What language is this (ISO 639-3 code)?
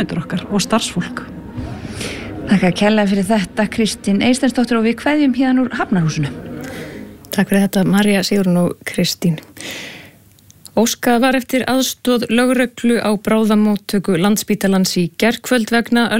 isl